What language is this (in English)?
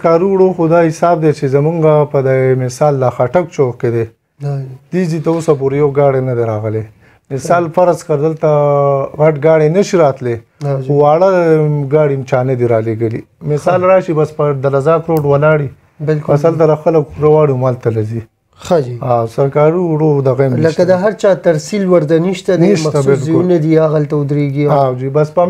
Pashto